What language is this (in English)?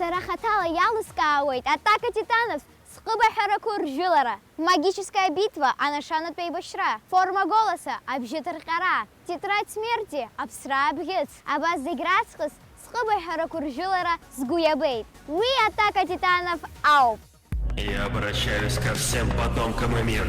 Abkhazian